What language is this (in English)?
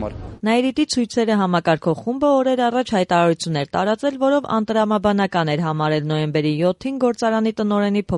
Armenian